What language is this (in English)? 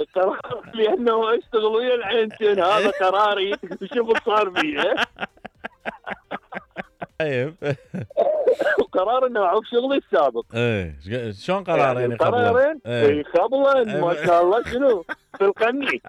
Mesopotamian Arabic